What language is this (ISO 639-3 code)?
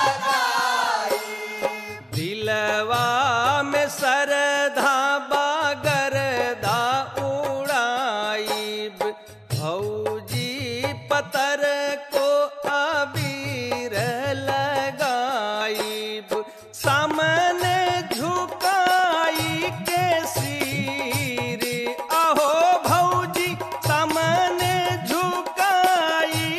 bho